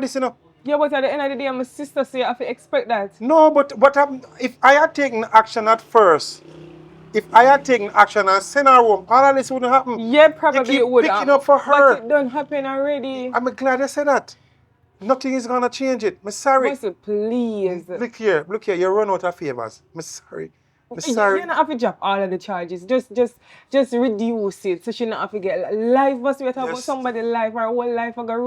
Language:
Jamaican Creole English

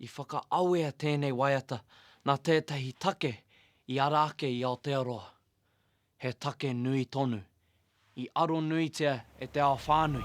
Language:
Māori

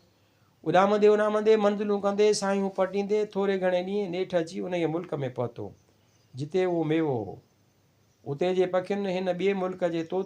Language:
Sindhi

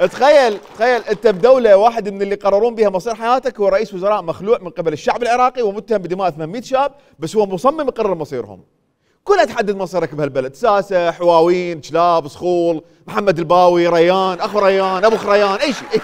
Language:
Mesopotamian Arabic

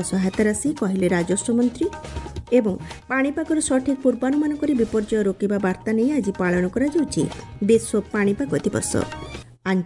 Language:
Odia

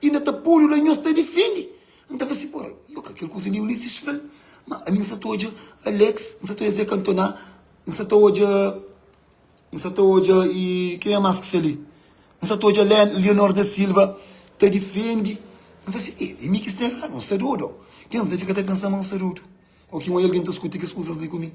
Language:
Kabuverdianu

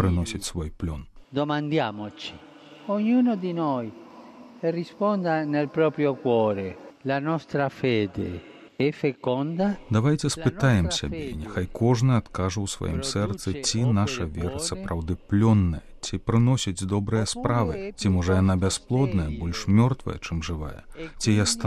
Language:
Belarusian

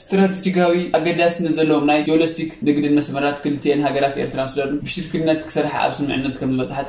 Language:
Tigrinya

